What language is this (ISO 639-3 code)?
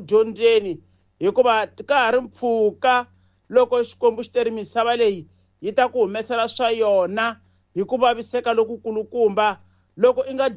tso